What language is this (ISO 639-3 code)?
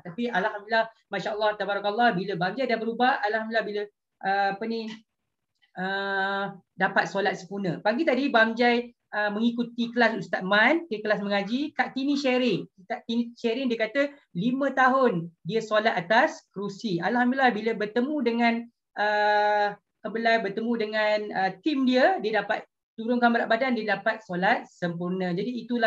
msa